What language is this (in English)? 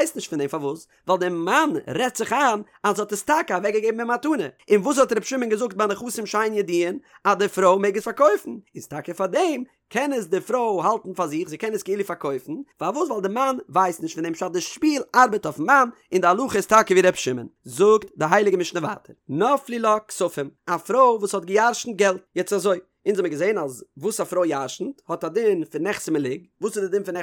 Yiddish